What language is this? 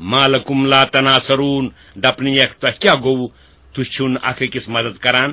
Kashmiri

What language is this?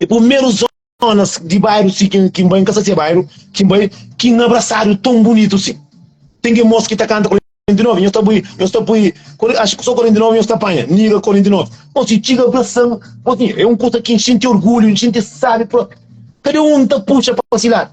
Kabuverdianu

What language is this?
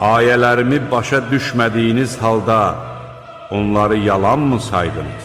Azerbaijani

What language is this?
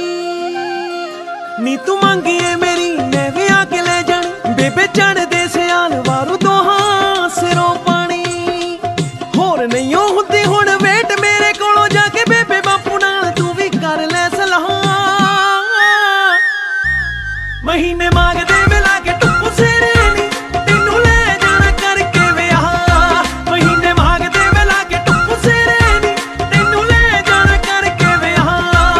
Punjabi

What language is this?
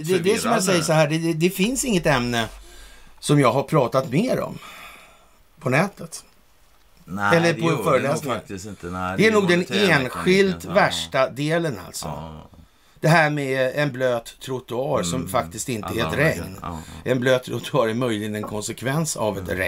Swedish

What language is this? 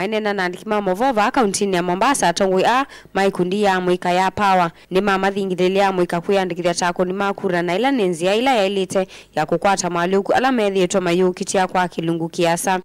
Kamba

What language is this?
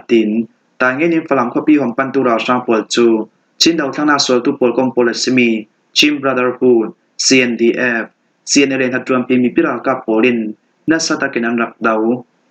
Falam Chin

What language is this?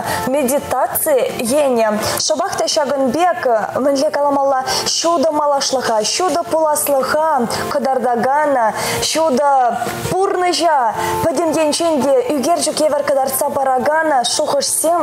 Chuvash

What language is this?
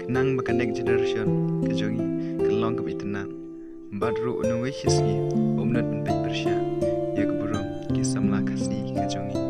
Khasi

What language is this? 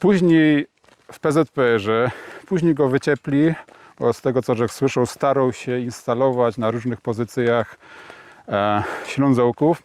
Silesian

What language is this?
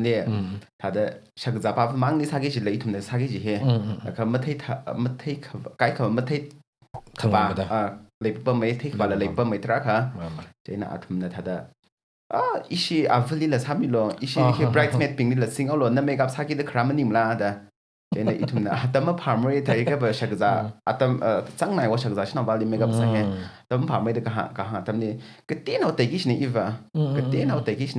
Tangkhul Naga (India)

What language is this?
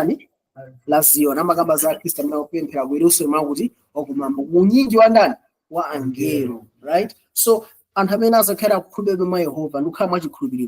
Nyanja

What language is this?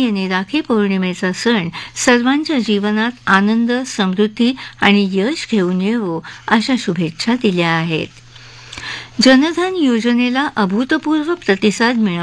Marathi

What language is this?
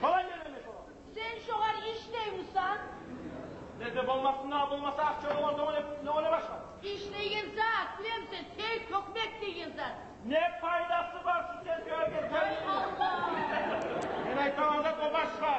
Kumyk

